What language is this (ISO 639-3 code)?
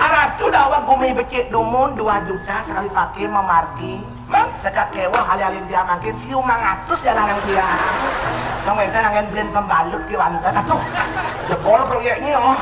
ban